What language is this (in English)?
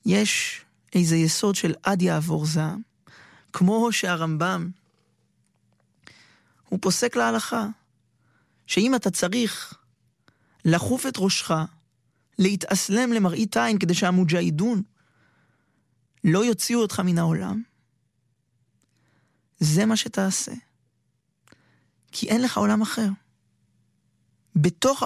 Hebrew